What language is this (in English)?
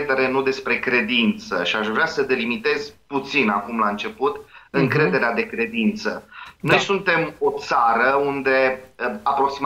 Romanian